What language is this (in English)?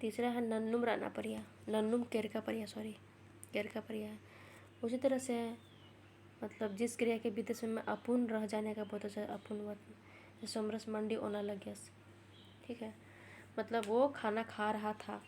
Kurukh